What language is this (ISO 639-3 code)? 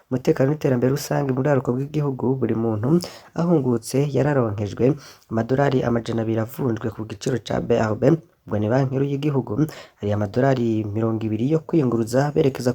run